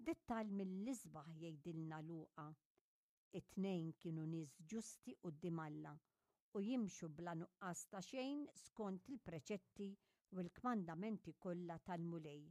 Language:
Maltese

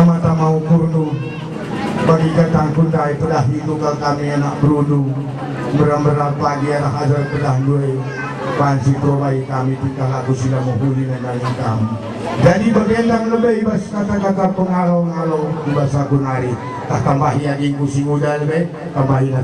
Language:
Batak Karo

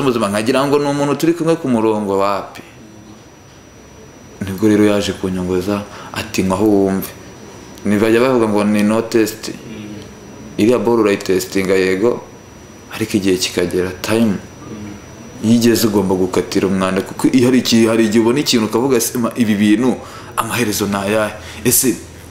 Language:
Kinyarwanda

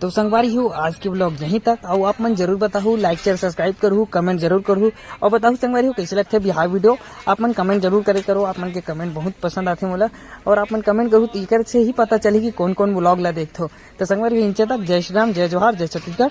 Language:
Chhattisgarhi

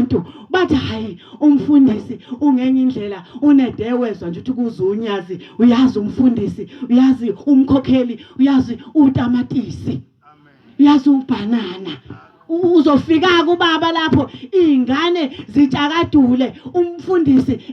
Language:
Zulu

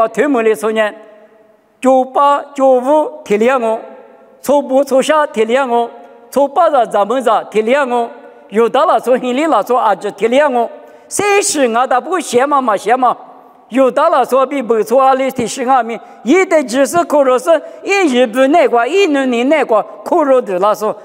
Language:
Lisu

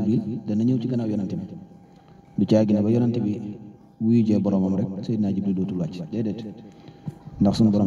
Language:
Wolof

